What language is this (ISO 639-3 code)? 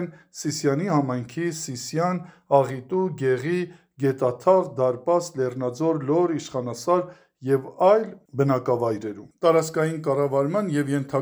hye